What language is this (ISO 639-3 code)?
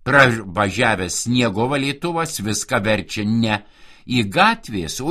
lit